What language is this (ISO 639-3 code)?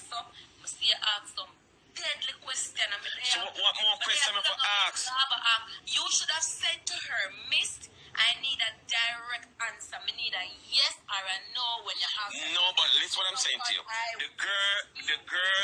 jam